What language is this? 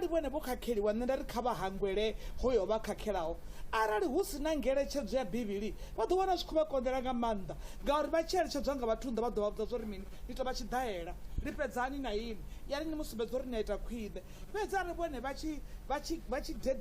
Venda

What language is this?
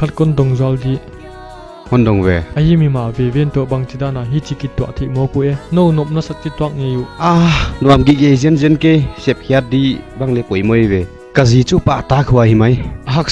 Paite Chin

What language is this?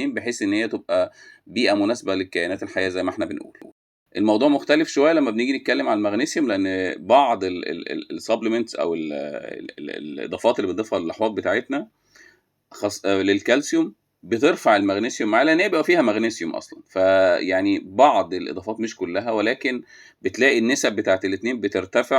Egyptian Arabic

